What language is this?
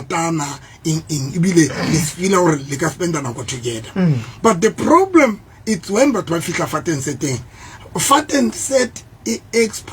Southern Sotho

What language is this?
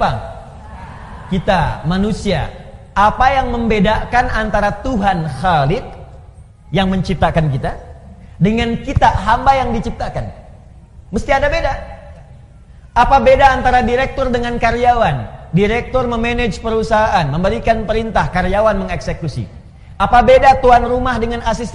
Indonesian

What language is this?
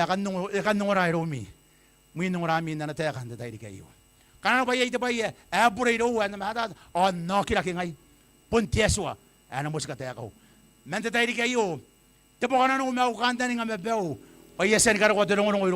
Gilbertese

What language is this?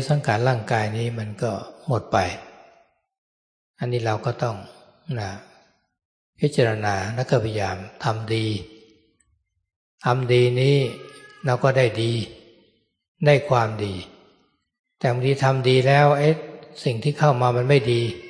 Thai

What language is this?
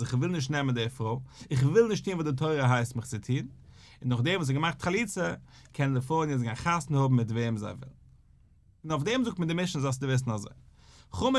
Yiddish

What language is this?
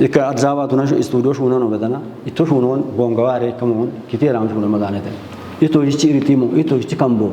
Kafa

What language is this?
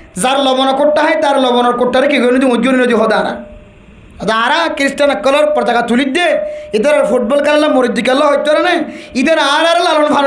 Rohingya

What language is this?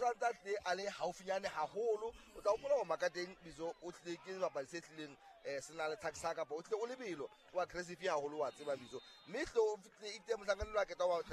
Southern Sotho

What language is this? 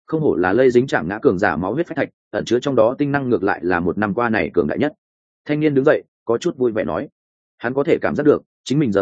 Vietnamese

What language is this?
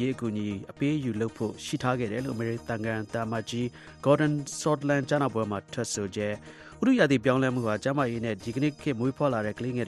Burmese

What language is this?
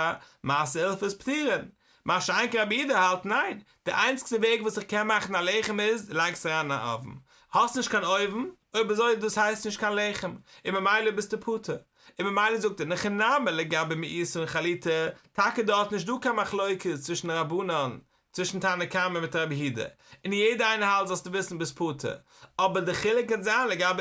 Yiddish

